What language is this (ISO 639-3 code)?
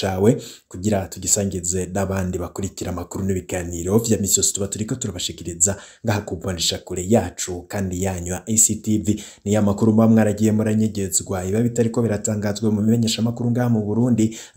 run